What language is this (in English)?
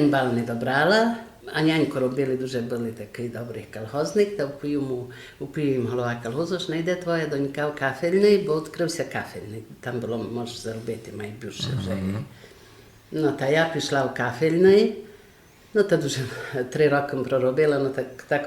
Rusyn